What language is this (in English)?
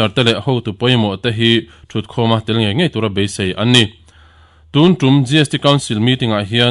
Mizo